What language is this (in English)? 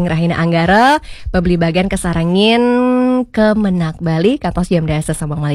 Balinese